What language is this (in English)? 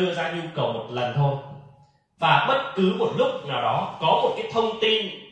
Vietnamese